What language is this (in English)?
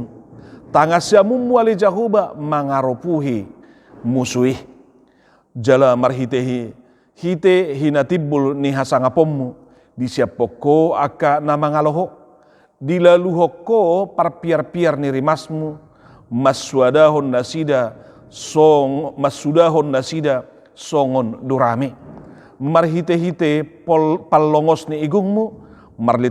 Batak Toba